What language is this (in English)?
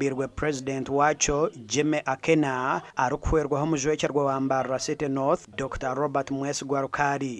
Nyankole